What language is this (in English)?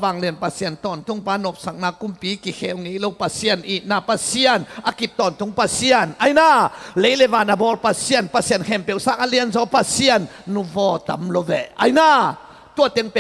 Tedim Chin